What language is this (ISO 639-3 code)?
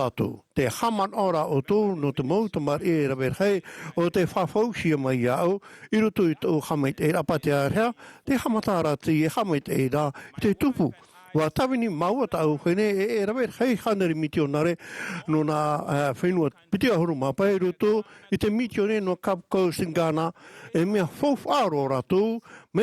tah